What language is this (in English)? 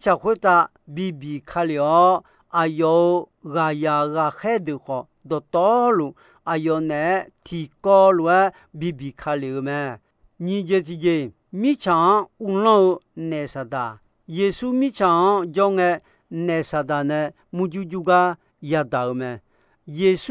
Akha